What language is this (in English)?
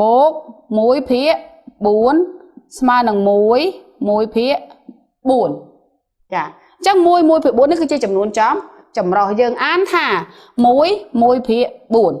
Khmer